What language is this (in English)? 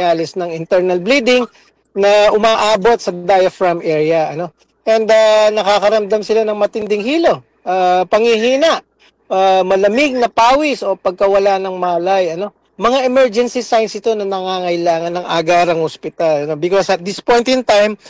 Filipino